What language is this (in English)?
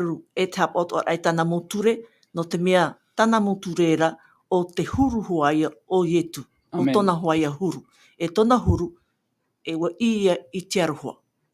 Tahitian